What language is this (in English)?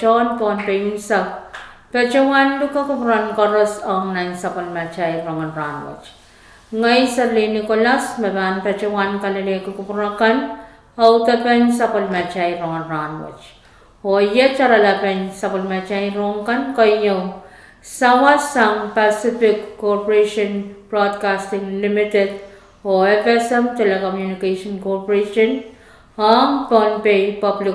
Pohnpeian